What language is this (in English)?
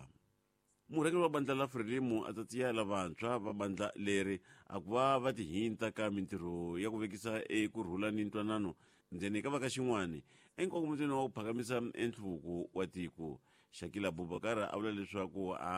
Tsonga